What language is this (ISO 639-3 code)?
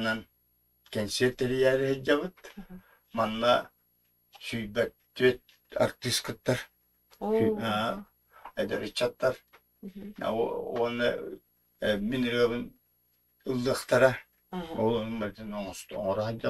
sah